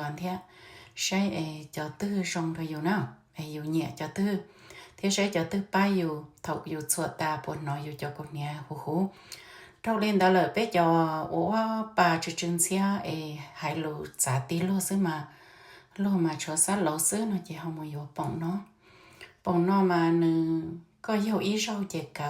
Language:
Hmong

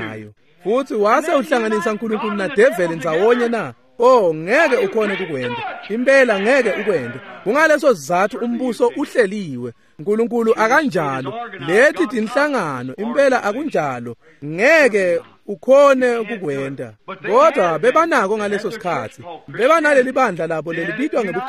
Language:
Swati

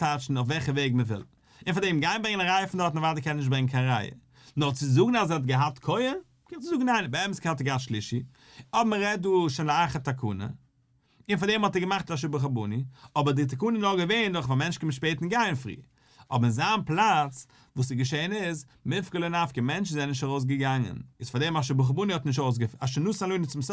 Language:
Yiddish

